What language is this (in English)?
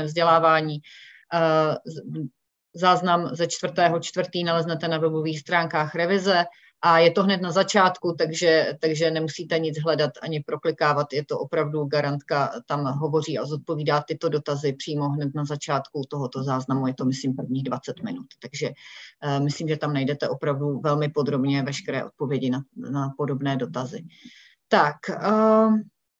Czech